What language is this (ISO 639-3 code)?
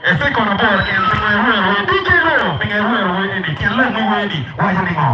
ach